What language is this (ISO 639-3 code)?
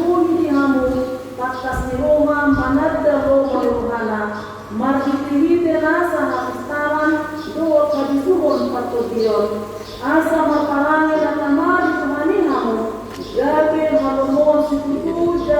bbc